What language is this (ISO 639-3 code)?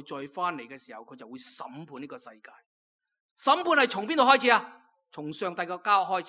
yue